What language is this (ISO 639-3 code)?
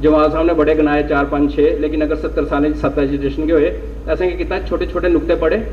doi